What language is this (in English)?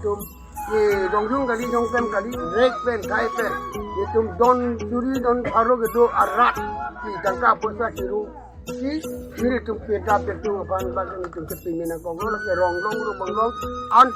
Karbi